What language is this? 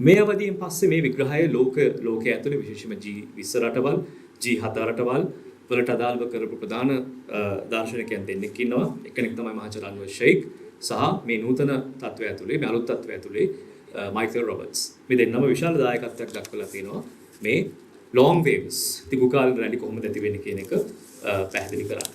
Sinhala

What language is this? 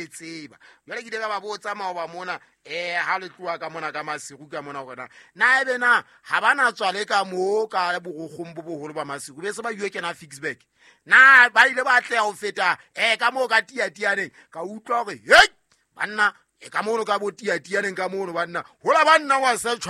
Southern Sotho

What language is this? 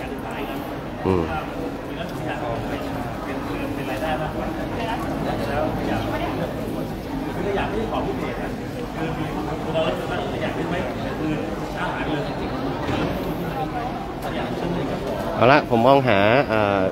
Thai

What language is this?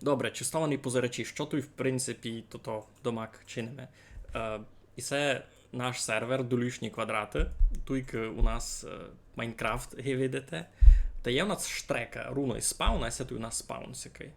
Rusyn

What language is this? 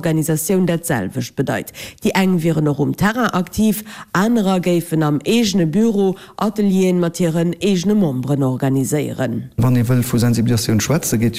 Luxembourgish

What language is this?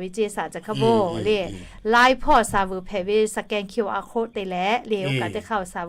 Lahu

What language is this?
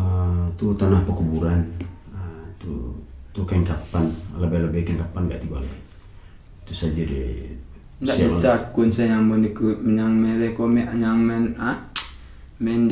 Minangkabau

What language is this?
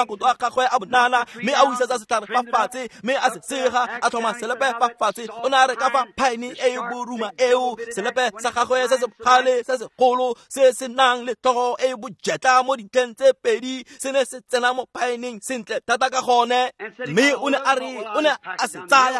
Tswana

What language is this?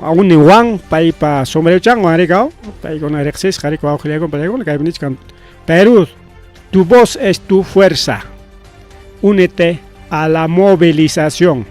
Ayacucho Quechua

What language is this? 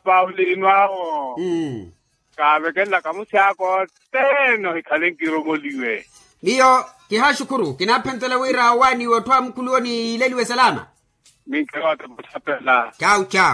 Makhuwa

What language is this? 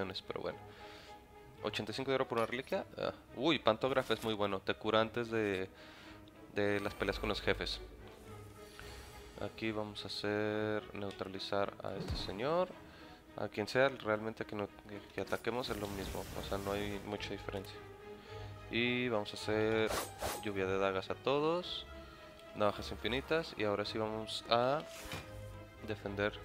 Spanish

